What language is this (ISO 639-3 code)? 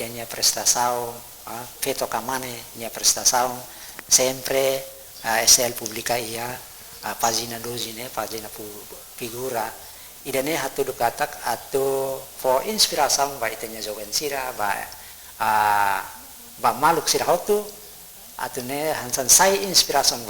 tet